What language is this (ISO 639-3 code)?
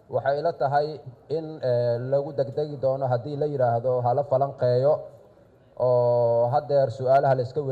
som